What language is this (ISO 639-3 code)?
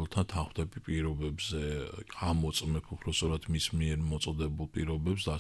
kat